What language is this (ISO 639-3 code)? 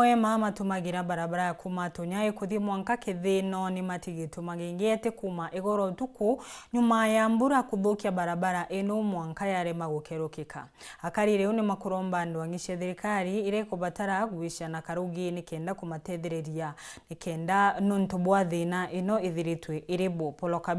mer